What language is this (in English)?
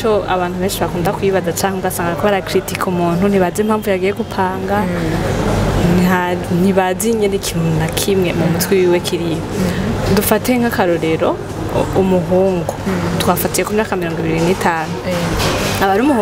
Rundi